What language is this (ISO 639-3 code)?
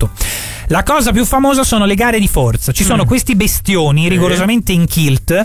ita